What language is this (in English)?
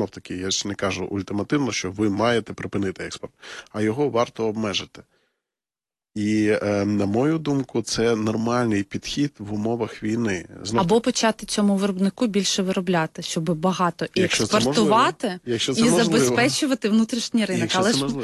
Ukrainian